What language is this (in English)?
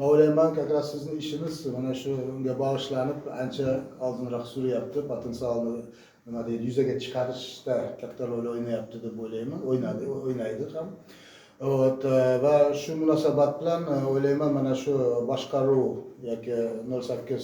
Uzbek